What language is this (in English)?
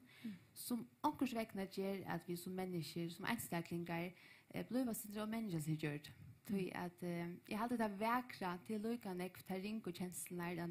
Faroese